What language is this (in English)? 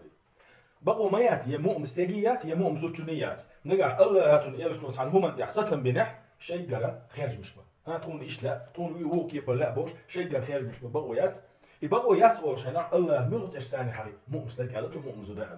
Chechen